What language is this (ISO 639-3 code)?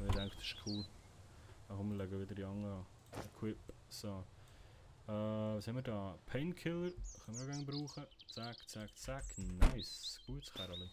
gsw